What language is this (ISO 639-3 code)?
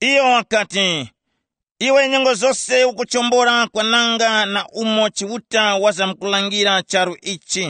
tum